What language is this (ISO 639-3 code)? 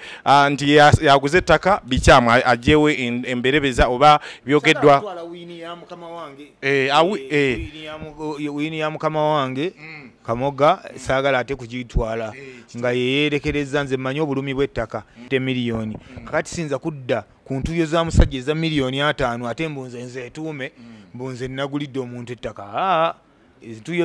lug